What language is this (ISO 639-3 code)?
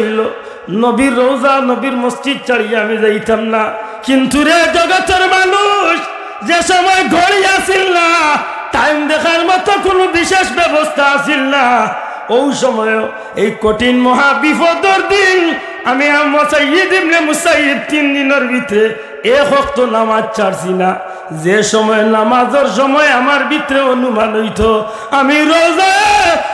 syl